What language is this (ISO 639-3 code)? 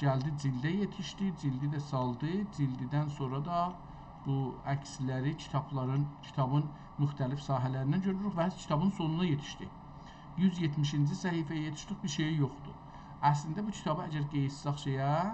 azb